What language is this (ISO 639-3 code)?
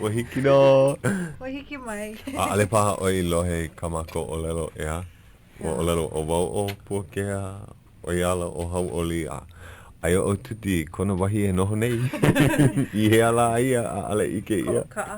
haw